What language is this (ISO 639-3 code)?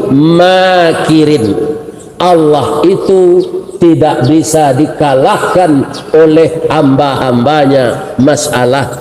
min